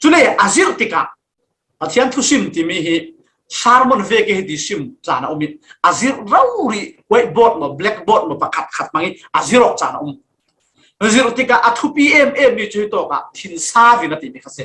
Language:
Falam Chin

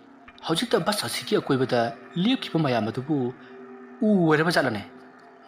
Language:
Manipuri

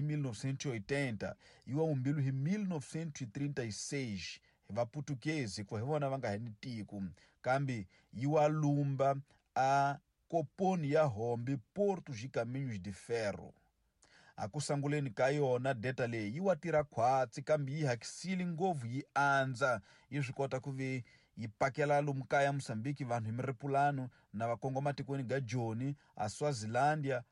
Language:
Tsonga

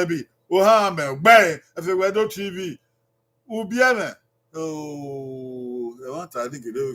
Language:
Bini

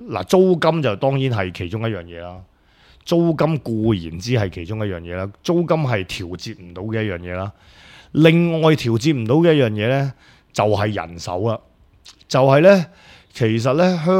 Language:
Cantonese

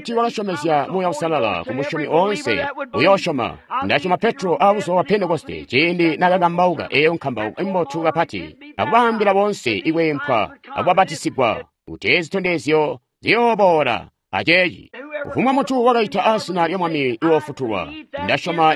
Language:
Tonga (Zambia)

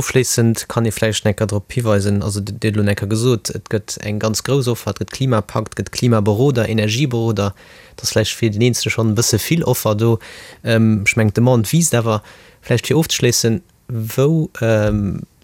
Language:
Luxembourgish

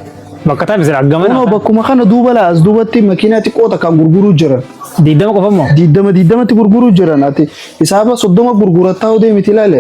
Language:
Oromo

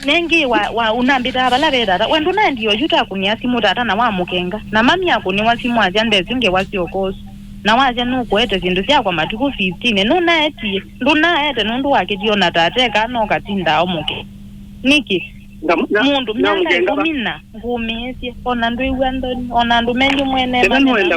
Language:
Kamba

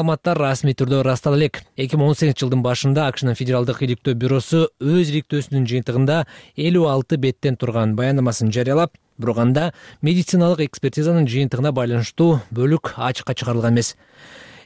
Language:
Kyrgyz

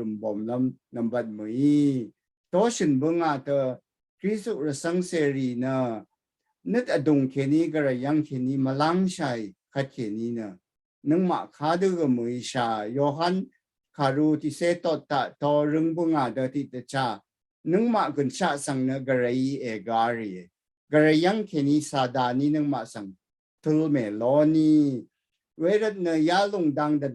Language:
Rawang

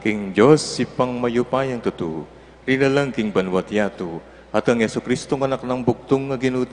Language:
Pampanga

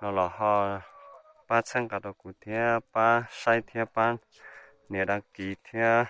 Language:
Hmong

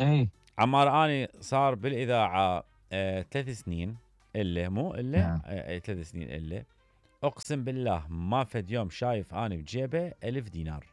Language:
Mesopotamian Arabic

